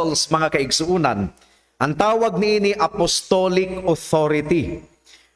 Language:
Cebuano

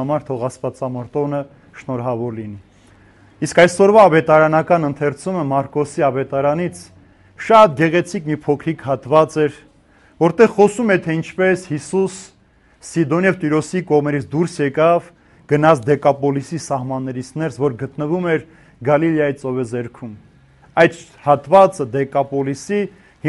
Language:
Armenian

